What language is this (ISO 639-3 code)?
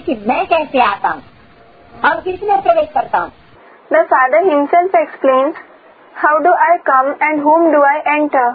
hin